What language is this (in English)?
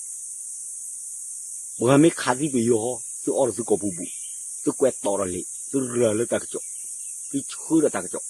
S'gaw Karen